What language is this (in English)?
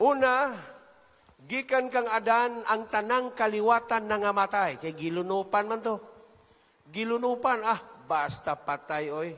Cebuano